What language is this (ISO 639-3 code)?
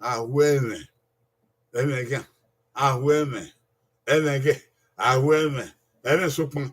bin